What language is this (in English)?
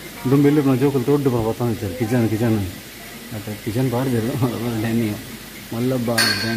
Tulu